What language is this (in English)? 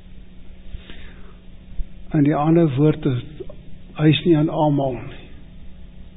Afrikaans